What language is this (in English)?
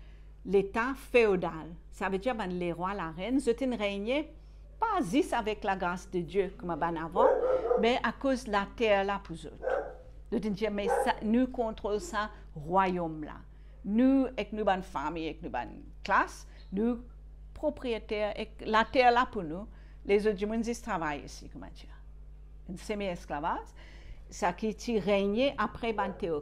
Morisyen